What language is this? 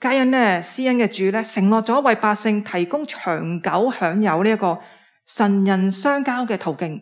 Cantonese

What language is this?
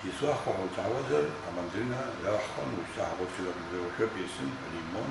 Abkhazian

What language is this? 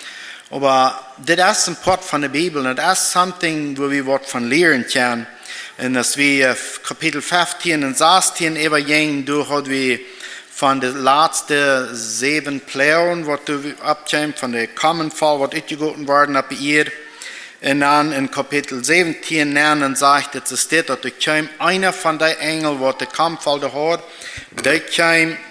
Plautdietsch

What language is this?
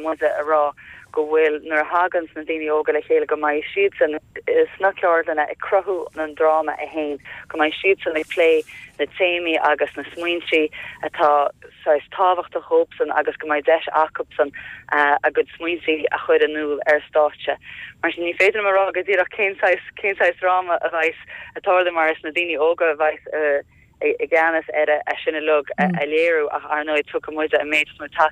Irish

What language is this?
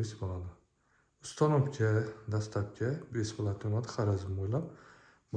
Uzbek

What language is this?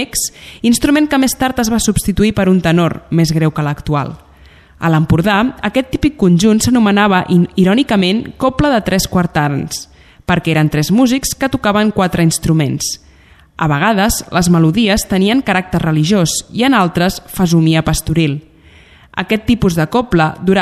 Catalan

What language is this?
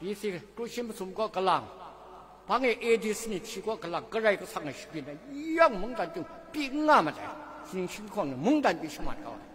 Kachin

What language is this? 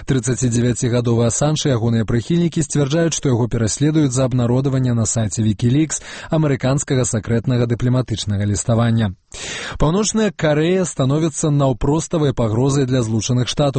Belarusian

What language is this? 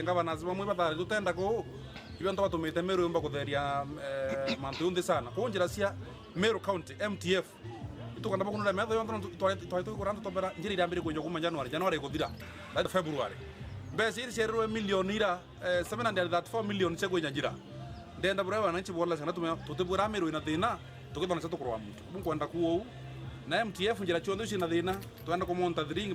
Meru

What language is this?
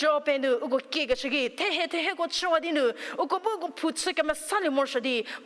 Angami Naga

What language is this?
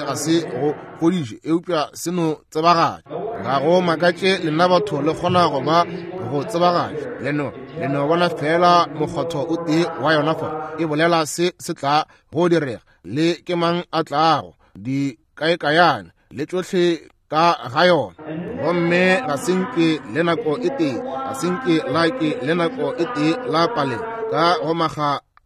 Northern Sotho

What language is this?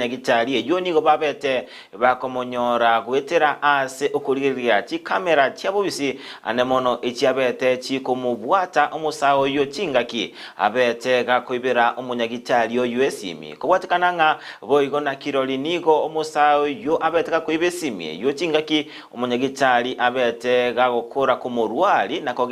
Gusii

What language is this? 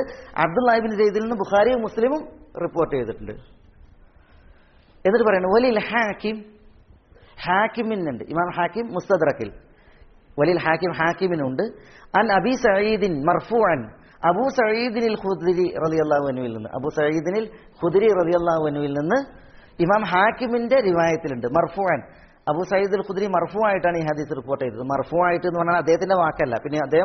Malayalam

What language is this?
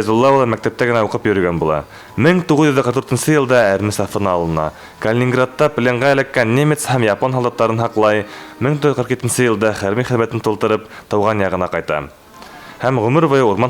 Bashkir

